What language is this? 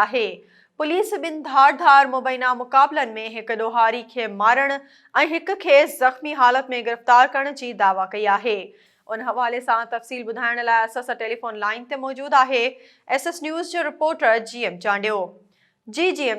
Sindhi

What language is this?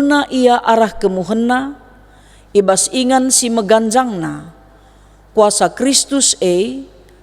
Batak Karo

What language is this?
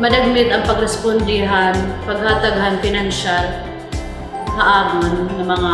Waray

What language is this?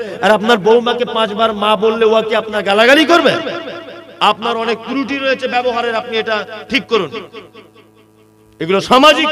Bangla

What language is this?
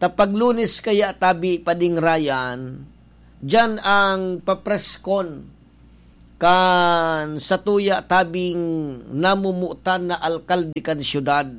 Bikol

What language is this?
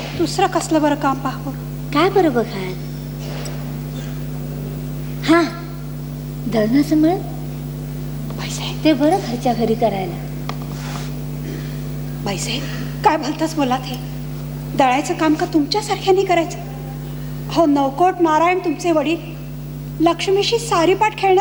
Marathi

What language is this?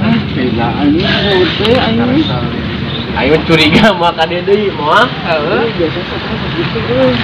Sundanese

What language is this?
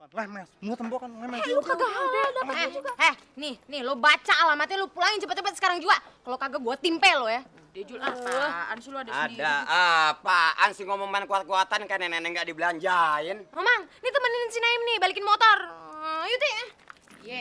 Betawi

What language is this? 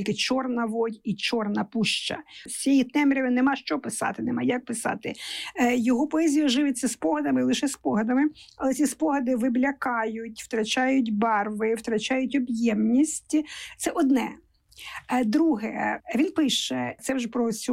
Ukrainian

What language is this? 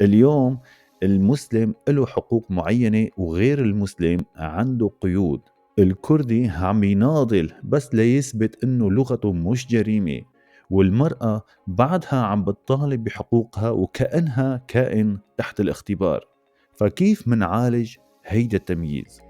North Levantine Arabic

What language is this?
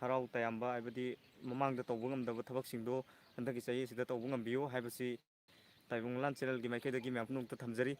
Manipuri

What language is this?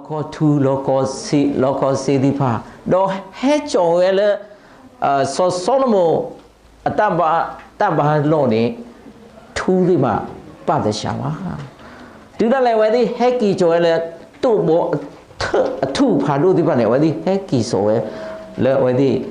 S'gaw Karen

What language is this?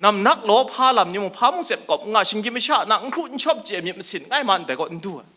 Kachin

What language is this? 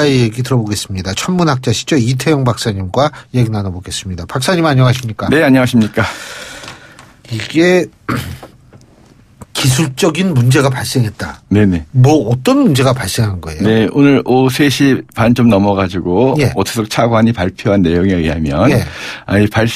Korean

